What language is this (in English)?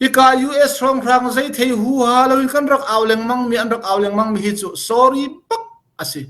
Hakha Chin